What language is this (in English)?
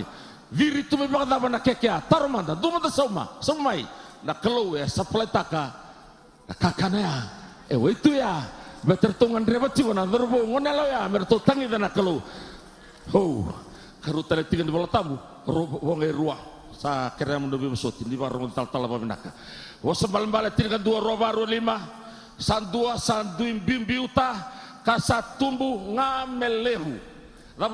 Fijian